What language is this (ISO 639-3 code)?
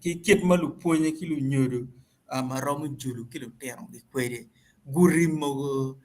ach